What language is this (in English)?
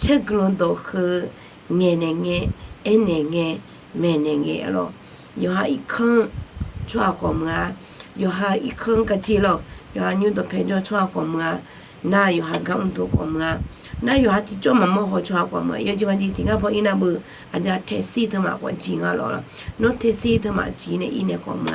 Akha